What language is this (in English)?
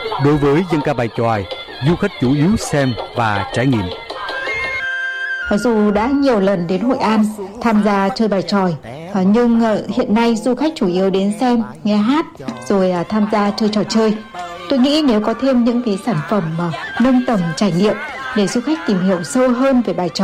Vietnamese